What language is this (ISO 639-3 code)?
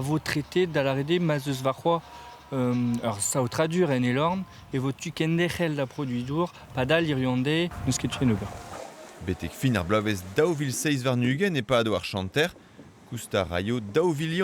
bre